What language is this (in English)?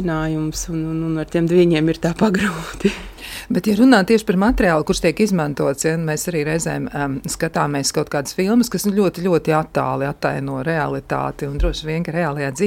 Latvian